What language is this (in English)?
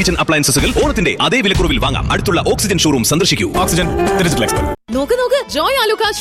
Malayalam